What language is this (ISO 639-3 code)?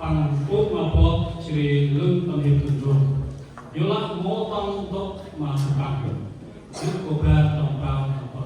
cmo